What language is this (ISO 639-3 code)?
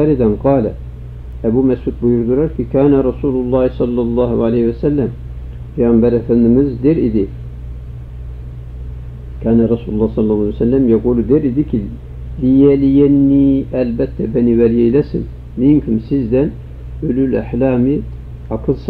tur